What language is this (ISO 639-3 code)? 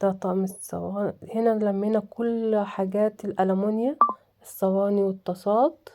arz